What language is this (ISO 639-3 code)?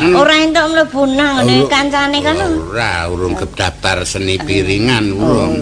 jav